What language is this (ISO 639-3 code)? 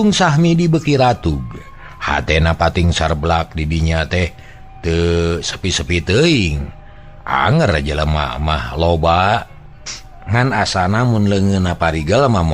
sun